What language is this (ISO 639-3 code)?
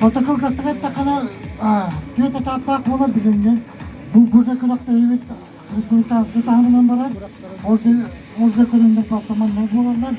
sah